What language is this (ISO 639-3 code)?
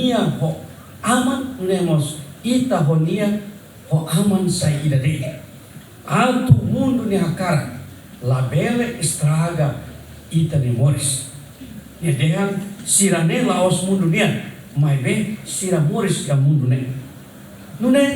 tet